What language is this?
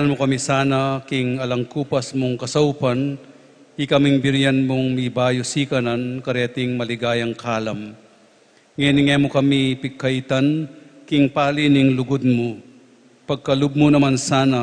Pampanga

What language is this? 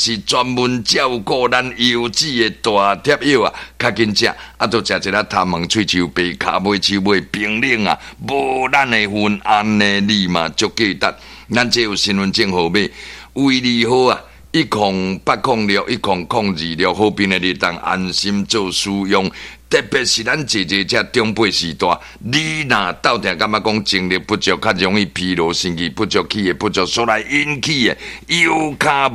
Min Nan Chinese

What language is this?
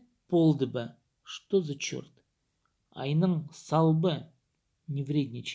Khakas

